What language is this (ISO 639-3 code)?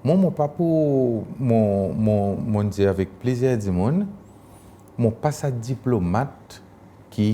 crs